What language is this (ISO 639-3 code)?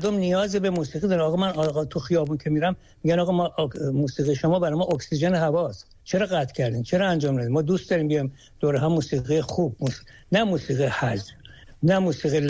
fas